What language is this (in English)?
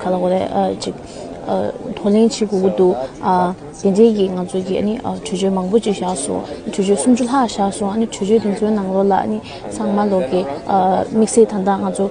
Tibetan